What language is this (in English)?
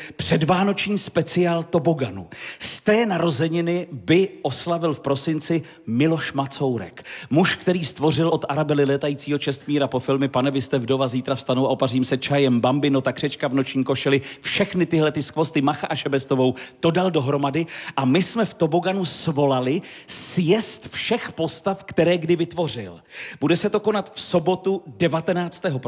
Czech